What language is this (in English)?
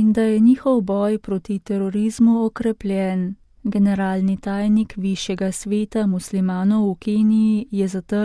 Slovenian